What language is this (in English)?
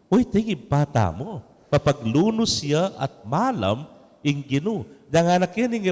Pampanga